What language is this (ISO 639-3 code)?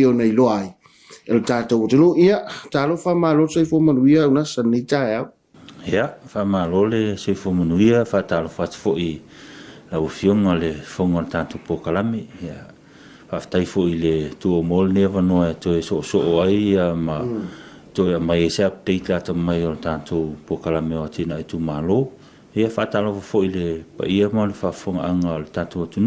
smo